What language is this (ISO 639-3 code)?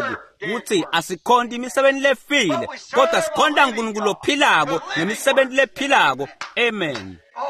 ssw